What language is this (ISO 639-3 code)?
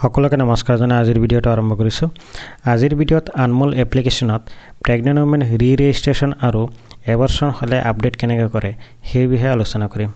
asm